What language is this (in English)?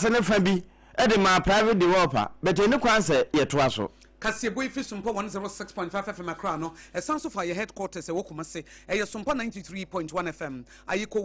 Akan